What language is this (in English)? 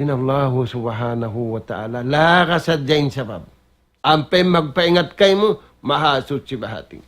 Tausug